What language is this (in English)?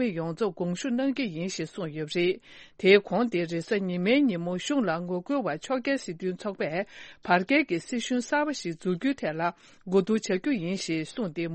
Tibetan